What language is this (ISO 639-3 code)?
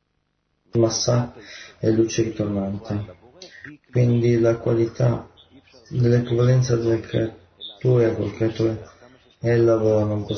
ita